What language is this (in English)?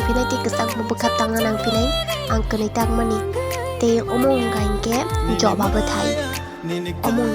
Kok Borok